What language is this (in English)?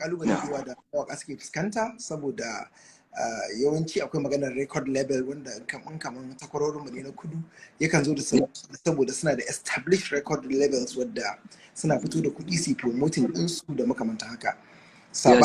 Hausa